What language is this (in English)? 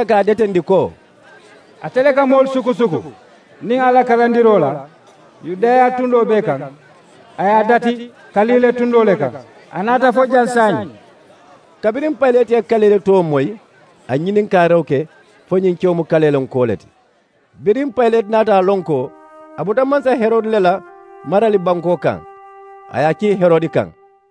Mandingo